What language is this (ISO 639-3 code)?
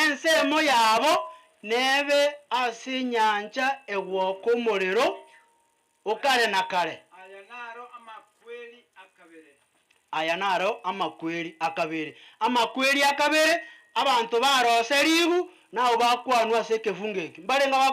guz